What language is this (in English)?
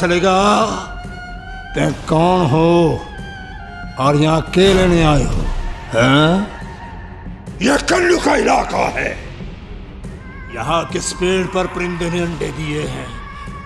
Hindi